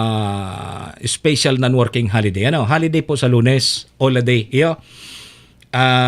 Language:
Bikol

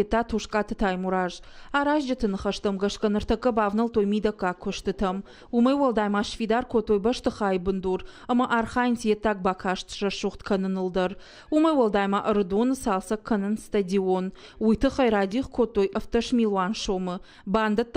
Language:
Ossetic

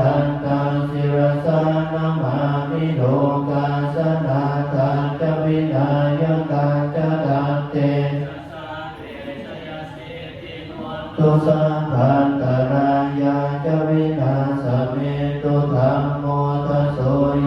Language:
Pali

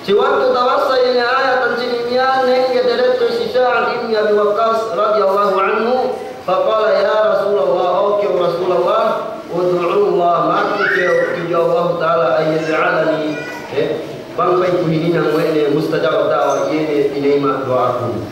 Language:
Yakan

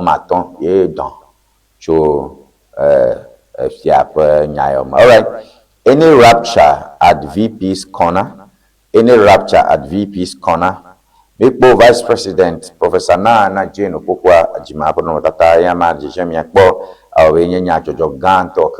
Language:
Ewe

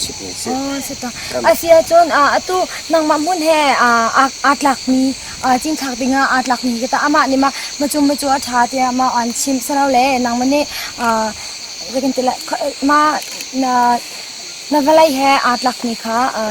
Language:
Hakha Chin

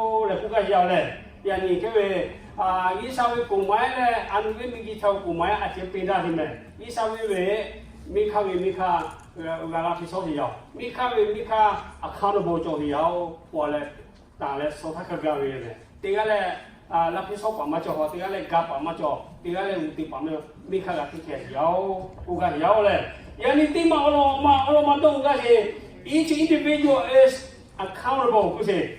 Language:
Lahu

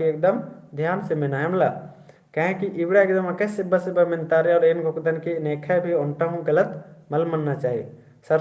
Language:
Kurukh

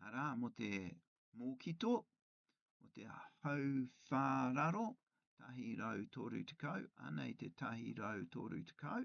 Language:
Māori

